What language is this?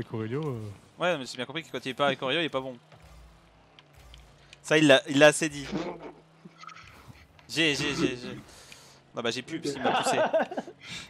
French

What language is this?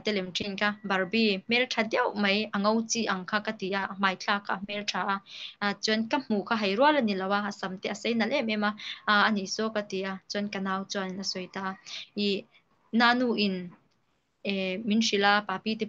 Mizo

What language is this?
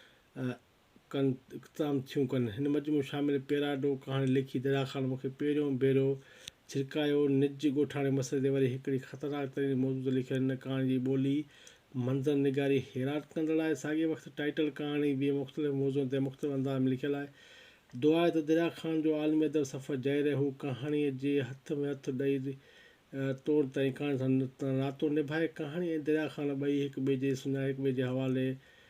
Sindhi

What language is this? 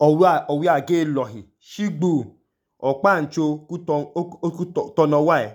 Idoma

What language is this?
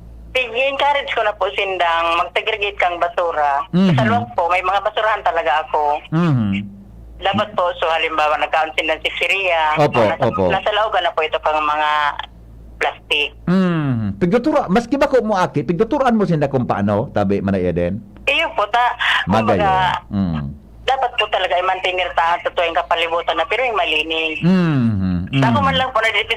Bikol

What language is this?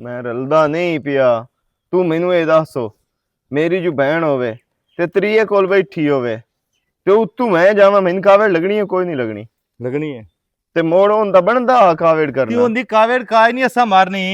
Western Panjabi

